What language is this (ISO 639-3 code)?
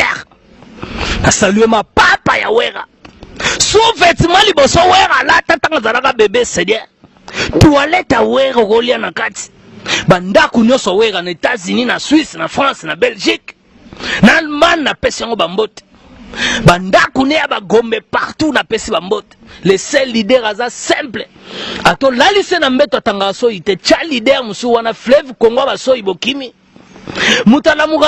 lin